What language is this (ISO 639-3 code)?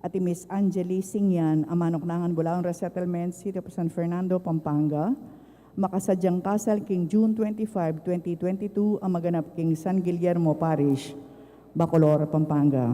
pam